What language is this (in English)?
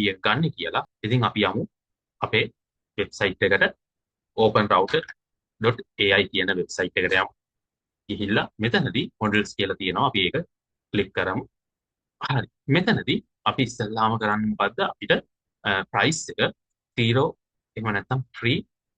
Sinhala